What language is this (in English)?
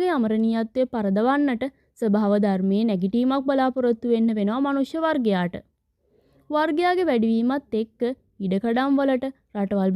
Sinhala